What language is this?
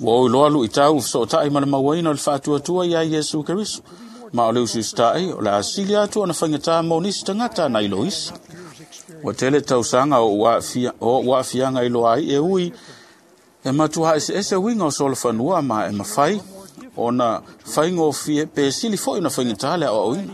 Samoan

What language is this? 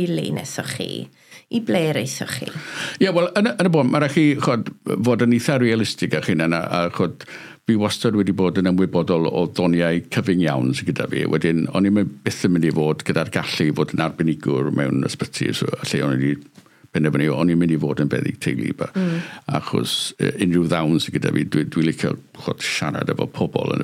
Welsh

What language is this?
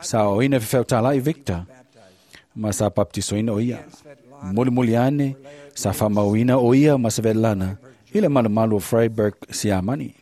Samoan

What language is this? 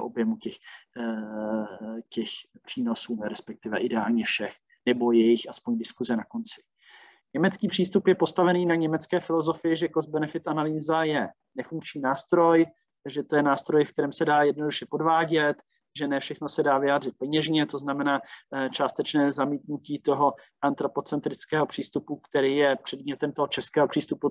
Czech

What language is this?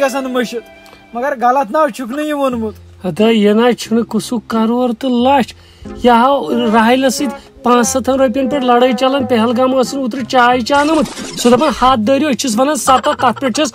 Kashmiri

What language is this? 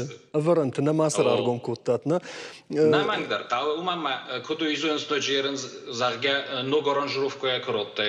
Ossetic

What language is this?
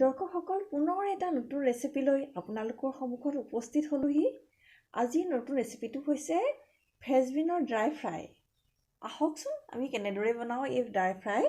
Assamese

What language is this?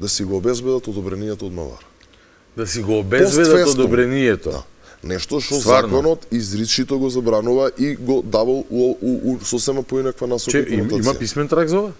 Macedonian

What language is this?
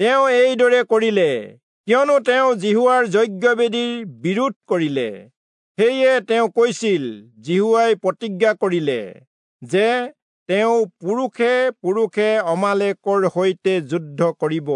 Assamese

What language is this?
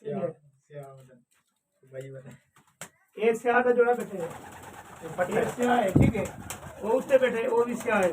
Saraiki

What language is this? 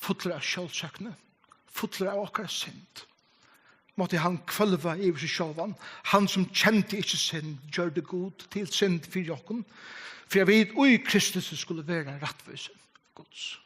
Faroese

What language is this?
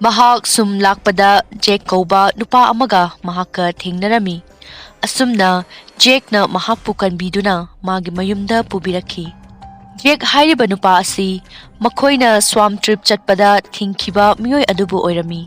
Manipuri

